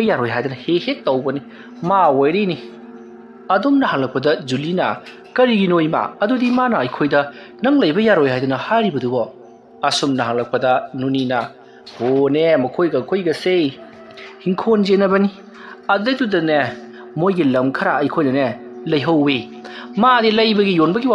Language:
Manipuri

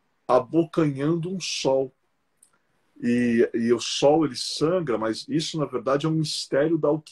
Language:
Portuguese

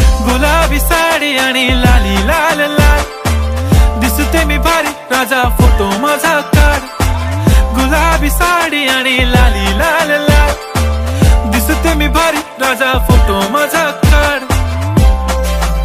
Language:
Marathi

